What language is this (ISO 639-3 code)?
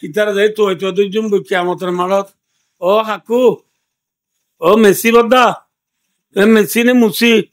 rhg